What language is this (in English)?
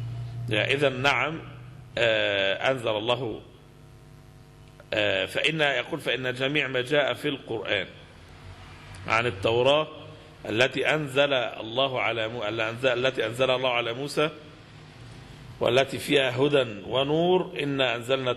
Arabic